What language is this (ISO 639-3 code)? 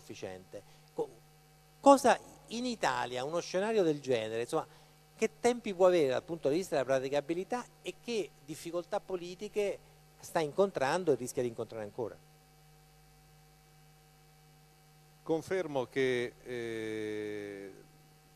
ita